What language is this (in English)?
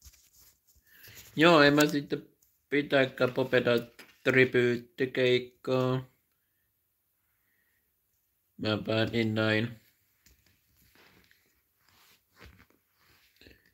Finnish